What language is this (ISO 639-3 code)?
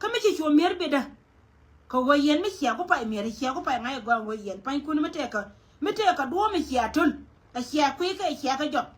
nus